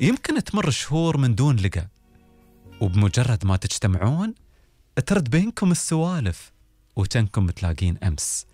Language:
Gulf Arabic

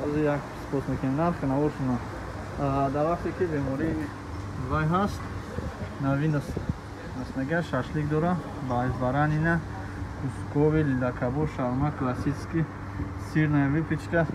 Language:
Tajik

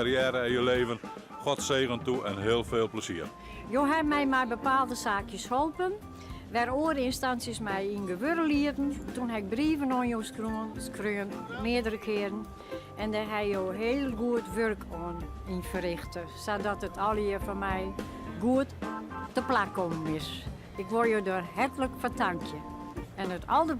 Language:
Western Frisian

